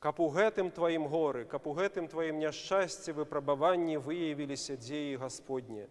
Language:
Belarusian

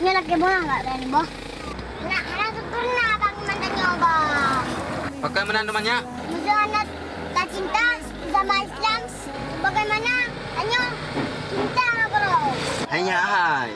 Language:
Achinese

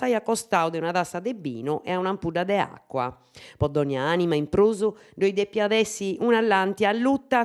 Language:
Sardinian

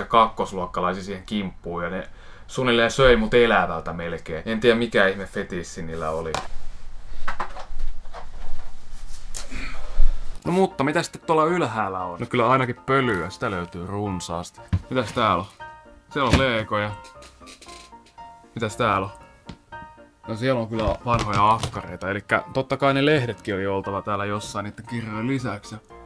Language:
Finnish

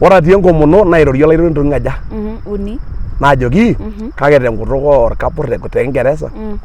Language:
Masai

